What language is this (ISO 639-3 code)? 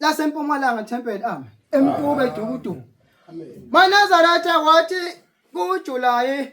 zul